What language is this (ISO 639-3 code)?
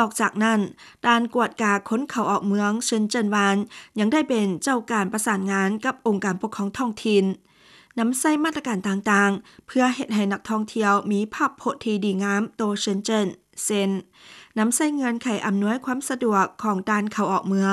lao